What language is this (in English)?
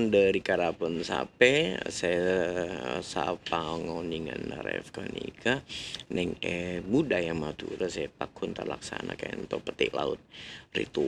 Madurese